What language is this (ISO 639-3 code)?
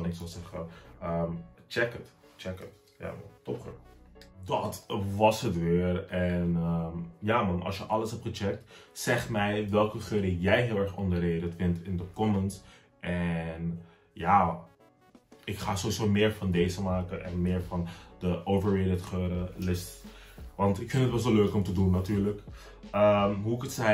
nld